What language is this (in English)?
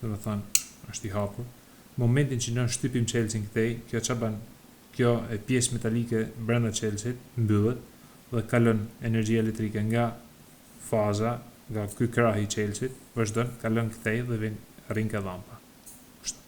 Albanian